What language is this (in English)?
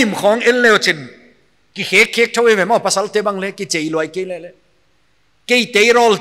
Paite Chin